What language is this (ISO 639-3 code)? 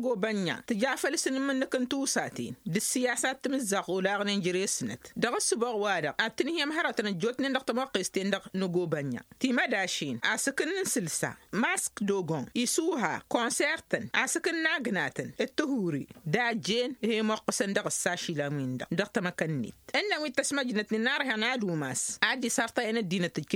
taq